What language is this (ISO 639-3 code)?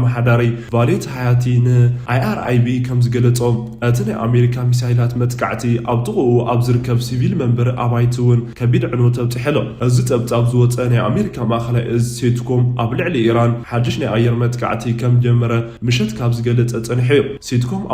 tir